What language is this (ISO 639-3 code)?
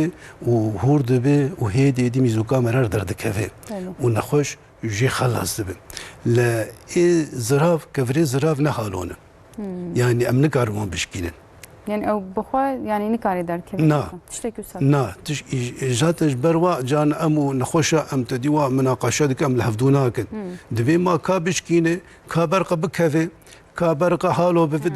kur